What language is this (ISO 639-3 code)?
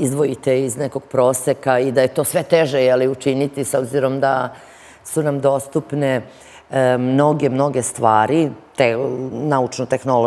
srp